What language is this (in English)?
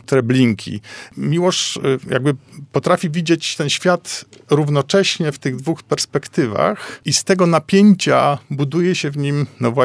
Polish